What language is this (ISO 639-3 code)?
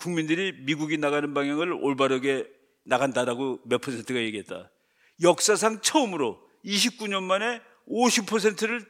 kor